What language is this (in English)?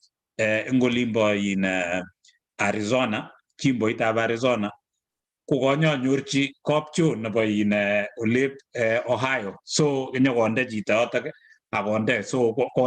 Kalenjin